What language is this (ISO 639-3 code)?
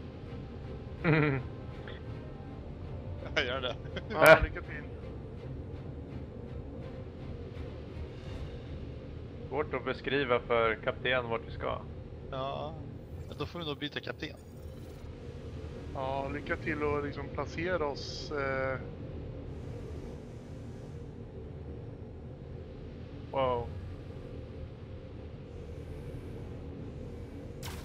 swe